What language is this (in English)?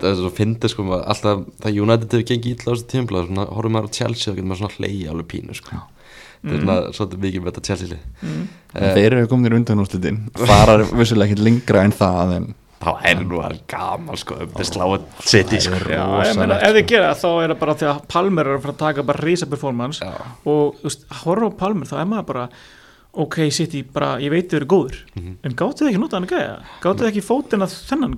Icelandic